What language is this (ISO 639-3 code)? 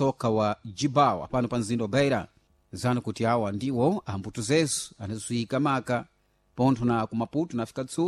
seh